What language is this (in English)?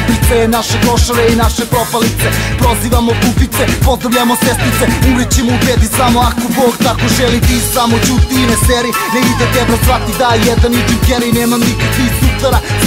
Serbian